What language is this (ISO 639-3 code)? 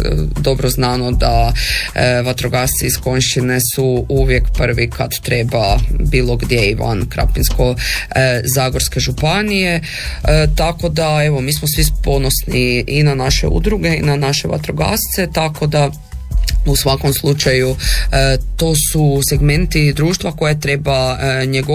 hrv